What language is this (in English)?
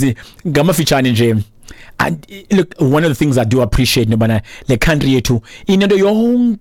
Xhosa